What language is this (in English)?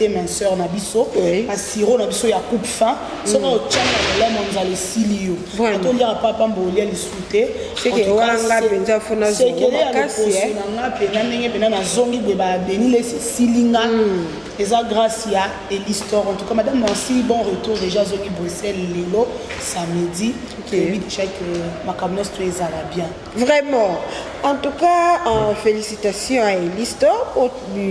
Lingala